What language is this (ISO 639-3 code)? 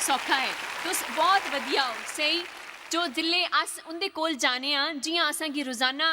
doi